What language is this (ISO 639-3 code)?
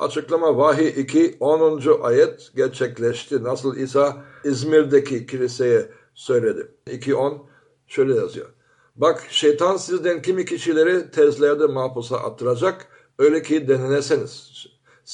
tur